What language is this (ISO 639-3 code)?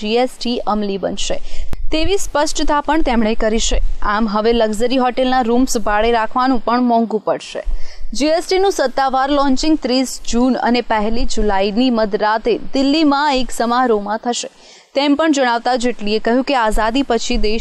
guj